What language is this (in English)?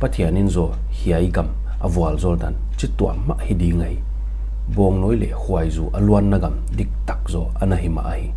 Paite Chin